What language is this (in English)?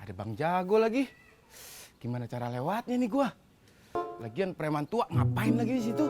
Betawi